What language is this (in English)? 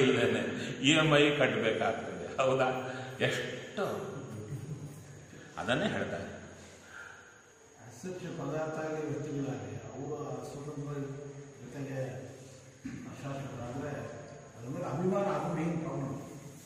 Kannada